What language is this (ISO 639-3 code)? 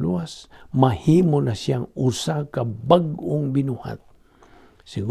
ceb